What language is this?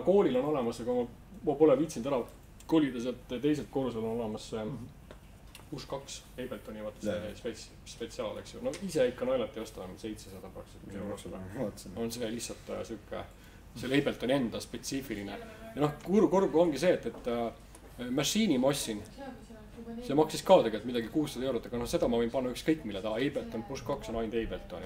Estonian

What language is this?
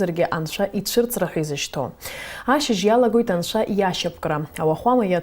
Abkhazian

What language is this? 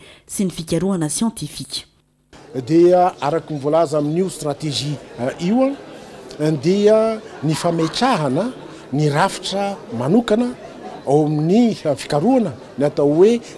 Malagasy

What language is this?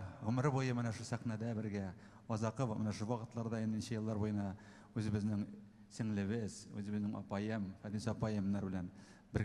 Tatar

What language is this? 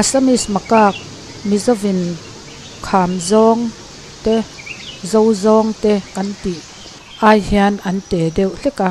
Mizo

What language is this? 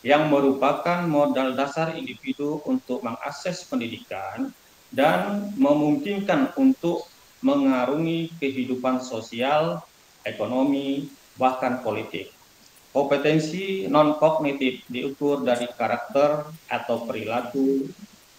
Indonesian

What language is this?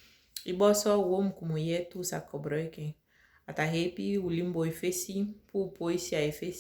Saramaccan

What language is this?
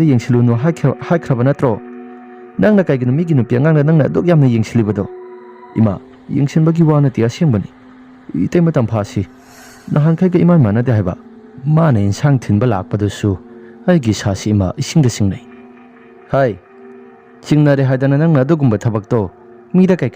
Manipuri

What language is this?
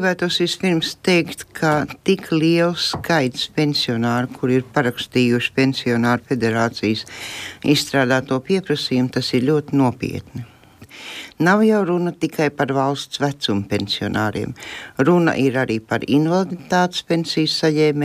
Latvian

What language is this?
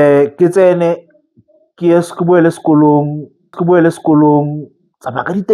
Tswana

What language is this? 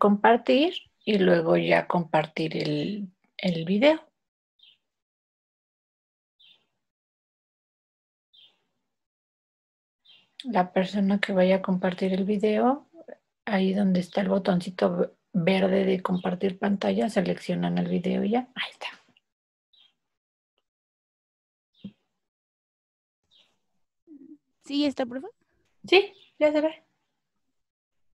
Spanish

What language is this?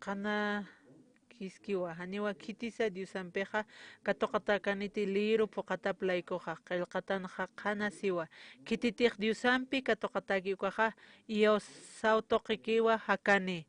Aymara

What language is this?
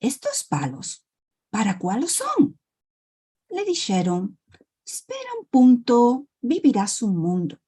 Ladino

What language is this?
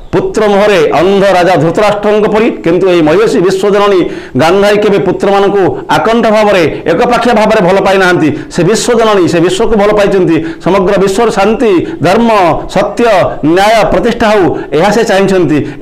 Odia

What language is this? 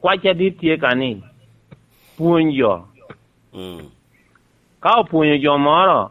Lango (Uganda)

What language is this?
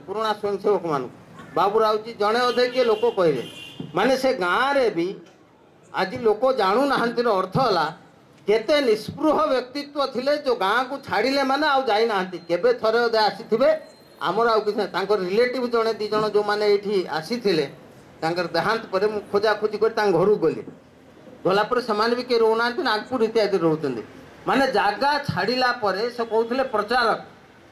Odia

